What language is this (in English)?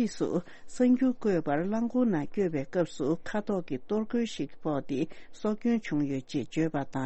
Tibetan